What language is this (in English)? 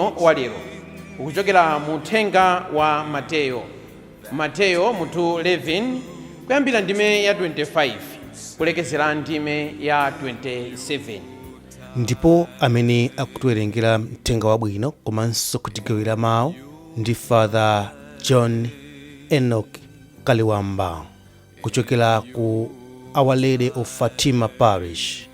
Nyanja